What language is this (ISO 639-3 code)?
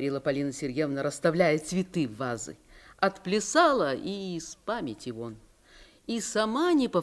rus